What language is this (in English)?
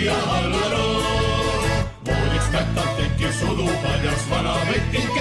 Estonian